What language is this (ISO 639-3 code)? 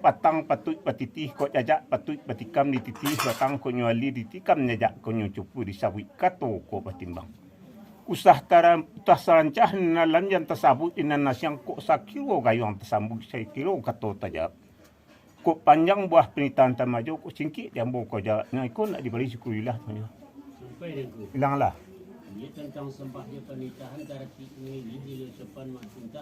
min